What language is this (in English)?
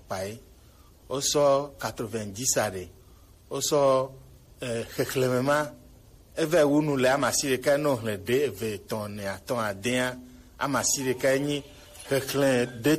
Gen